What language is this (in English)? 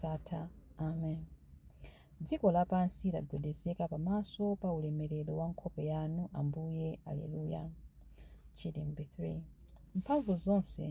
Nyanja